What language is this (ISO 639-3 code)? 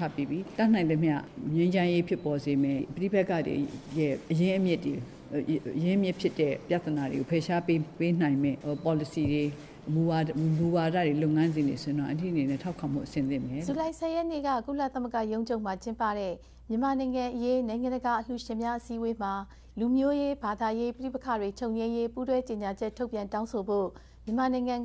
mya